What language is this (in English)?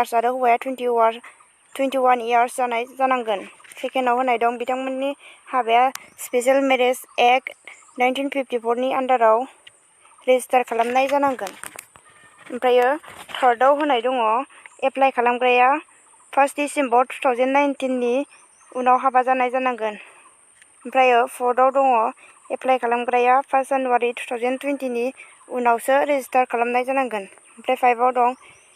Bodo